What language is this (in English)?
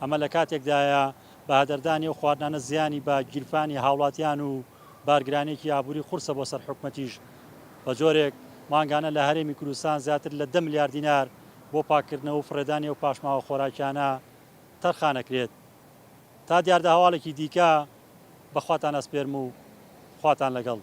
Central Kurdish